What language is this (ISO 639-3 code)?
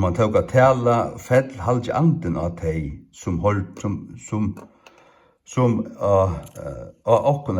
fao